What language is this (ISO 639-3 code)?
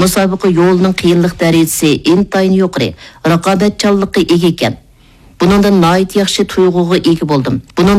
uig